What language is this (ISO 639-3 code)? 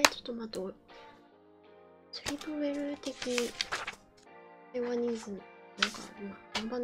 jpn